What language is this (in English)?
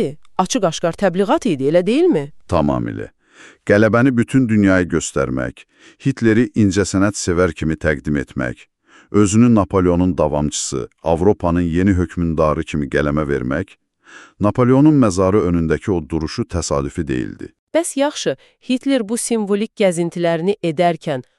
Azerbaijani